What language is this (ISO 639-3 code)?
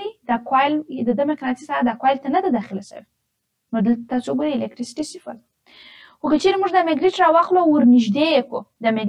pus